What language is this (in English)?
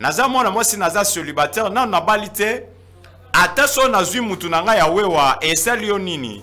Lingala